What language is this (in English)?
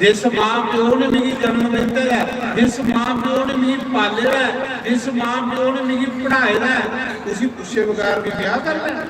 Dogri